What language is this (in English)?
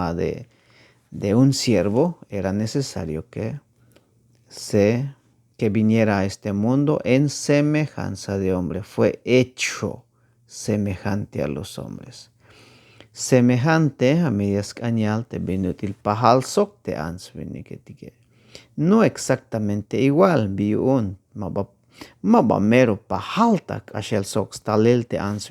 Tzeltal